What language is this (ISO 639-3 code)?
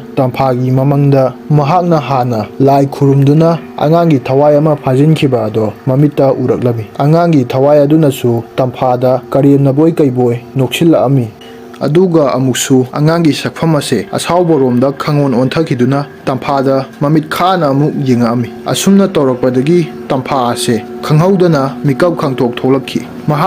mni